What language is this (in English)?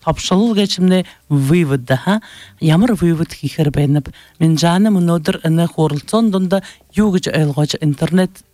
Buriat